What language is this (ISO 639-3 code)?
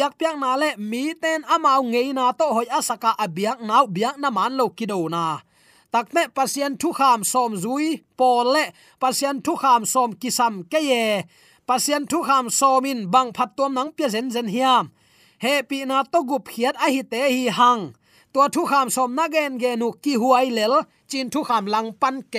ctd